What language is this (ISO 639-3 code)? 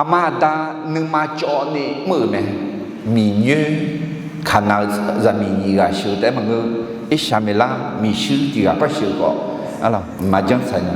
ahk